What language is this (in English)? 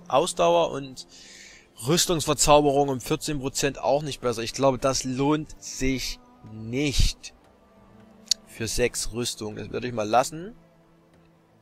German